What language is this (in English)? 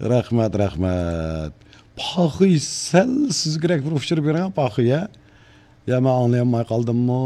Uyghur